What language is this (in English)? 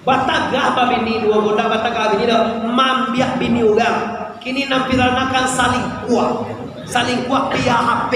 Minangkabau